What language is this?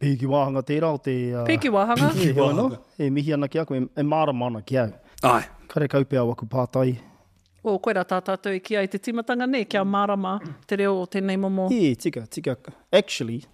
Māori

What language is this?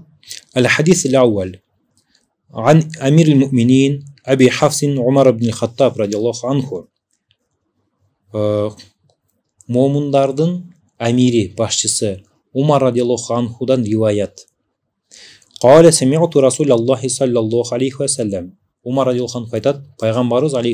Kyrgyz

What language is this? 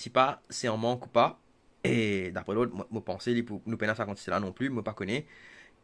Morisyen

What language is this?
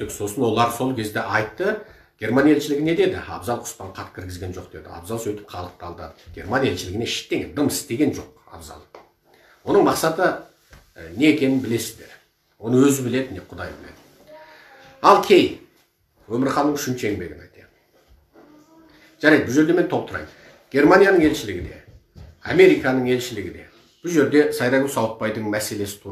Kazakh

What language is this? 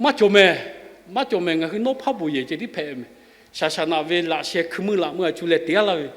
Lahu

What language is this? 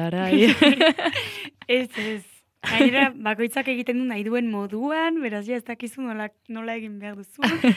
Basque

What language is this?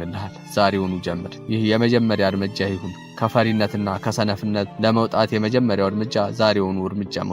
Amharic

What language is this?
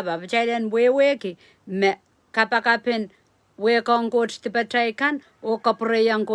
Pohnpeian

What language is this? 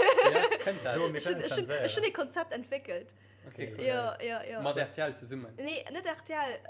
Luxembourgish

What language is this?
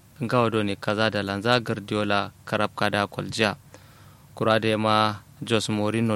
Kanuri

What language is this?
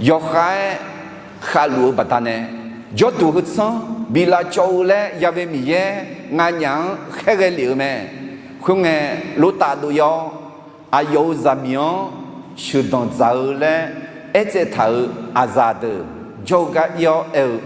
Akha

